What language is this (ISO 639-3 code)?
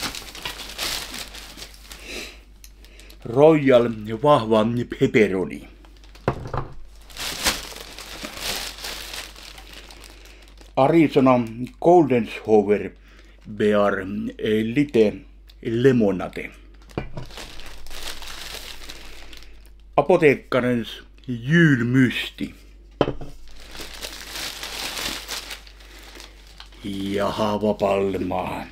fin